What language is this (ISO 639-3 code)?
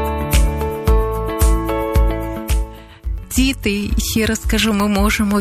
ukr